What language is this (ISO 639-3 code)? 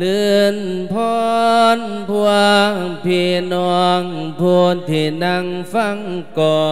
lao